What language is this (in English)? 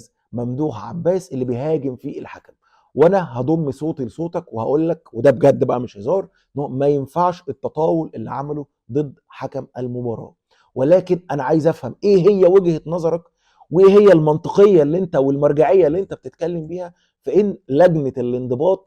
Egyptian Arabic